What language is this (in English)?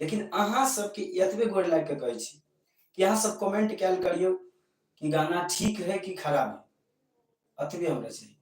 Maithili